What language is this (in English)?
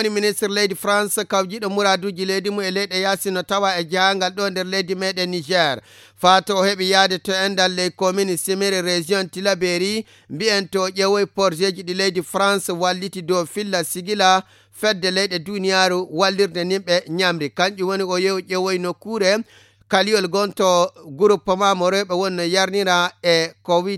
Fula